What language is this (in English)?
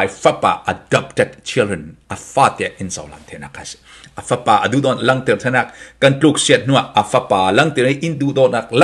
Falam Chin